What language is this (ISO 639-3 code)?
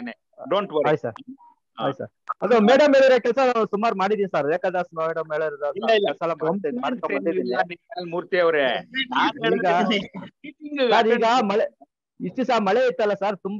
kan